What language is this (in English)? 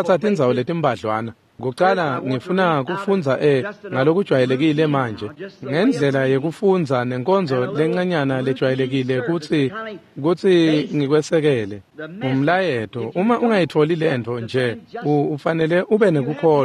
Swati